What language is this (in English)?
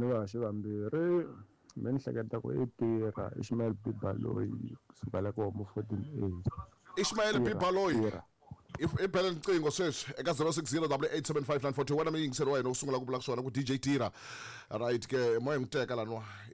Tsonga